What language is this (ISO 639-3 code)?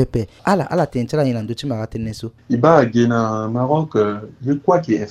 sag